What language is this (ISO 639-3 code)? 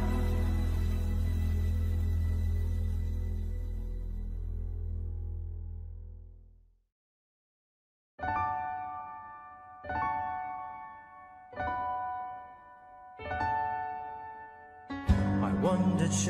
eng